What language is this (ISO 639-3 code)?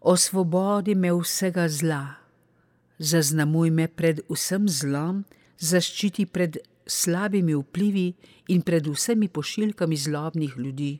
slv